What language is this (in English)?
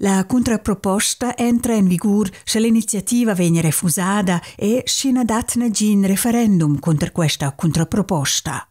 Romansh